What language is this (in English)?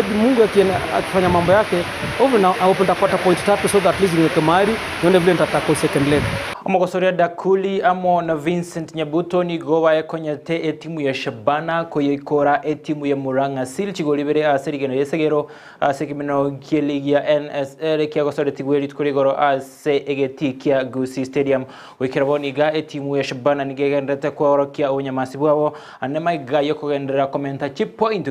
Gusii